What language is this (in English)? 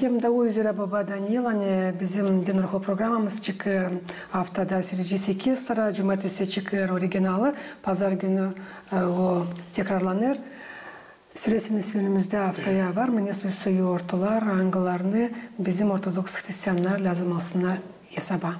Gagauz